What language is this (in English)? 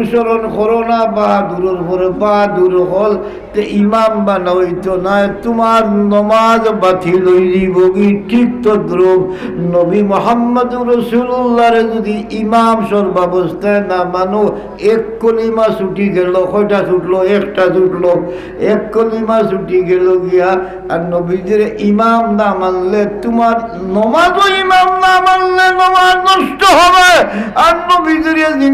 Sylheti